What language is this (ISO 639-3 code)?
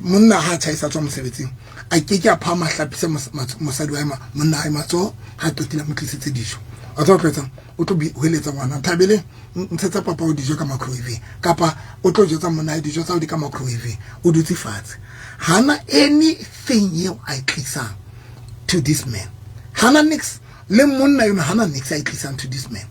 sot